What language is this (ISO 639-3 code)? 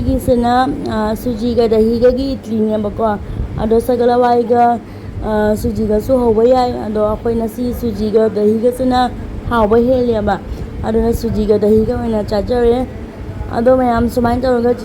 mni